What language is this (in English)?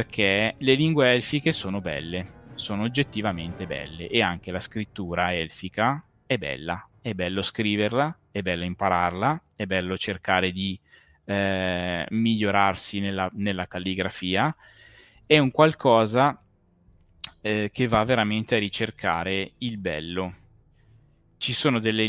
Italian